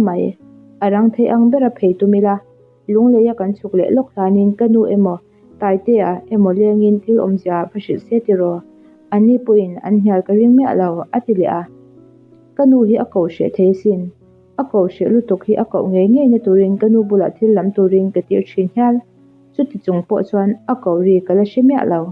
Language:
Mizo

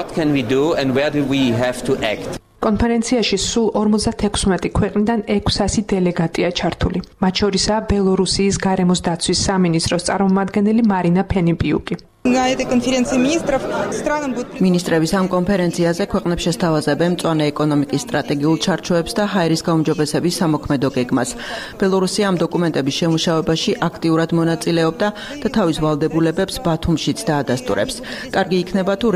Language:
Georgian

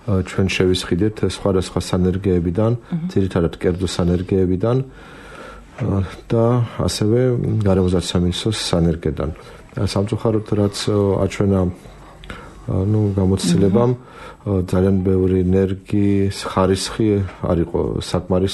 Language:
Georgian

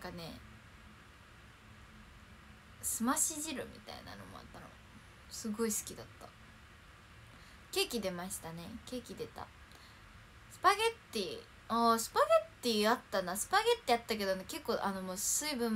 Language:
Japanese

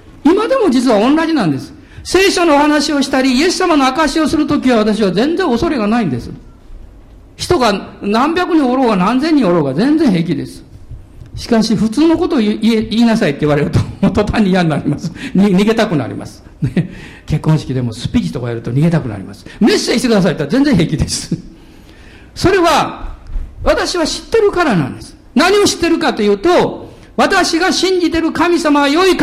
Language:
Japanese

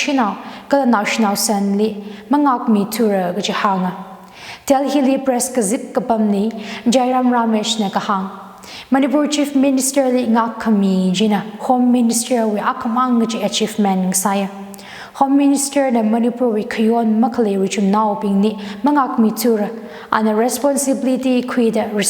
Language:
Tangkhul Naga (India)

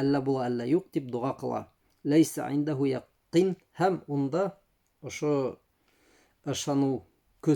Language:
Bashkir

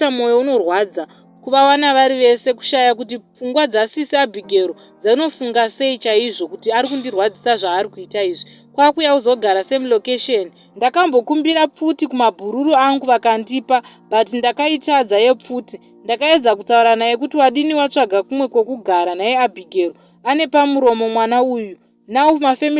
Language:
Shona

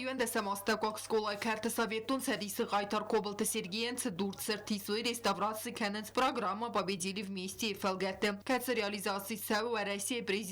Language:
Ossetic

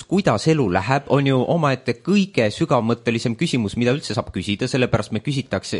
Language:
Estonian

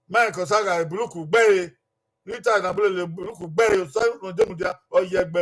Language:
Bini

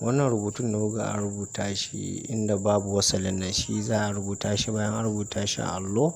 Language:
Hausa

